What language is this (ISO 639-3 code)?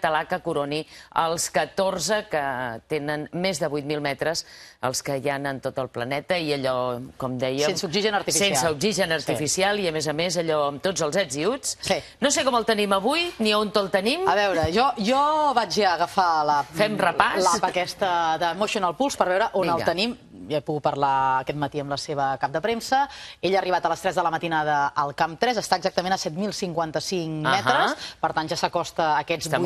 cat